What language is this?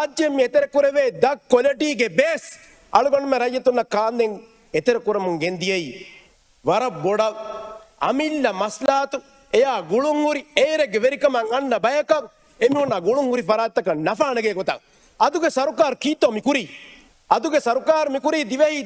Divehi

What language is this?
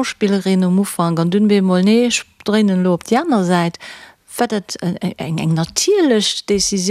Luxembourgish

